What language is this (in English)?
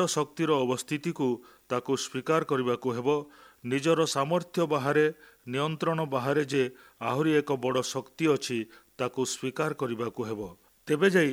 Odia